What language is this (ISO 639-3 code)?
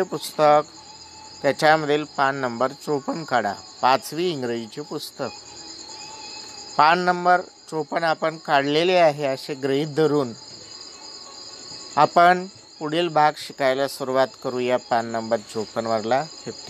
mar